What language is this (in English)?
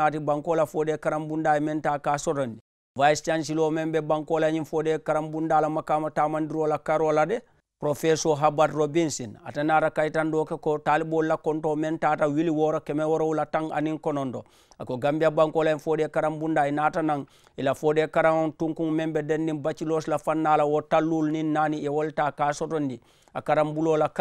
Mandingo